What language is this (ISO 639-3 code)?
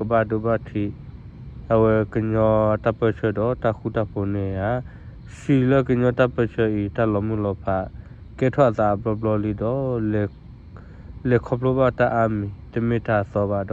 ksw